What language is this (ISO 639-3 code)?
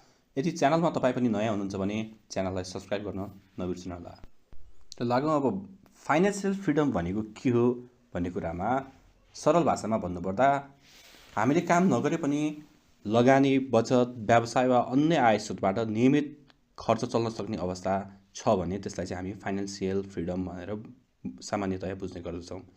nep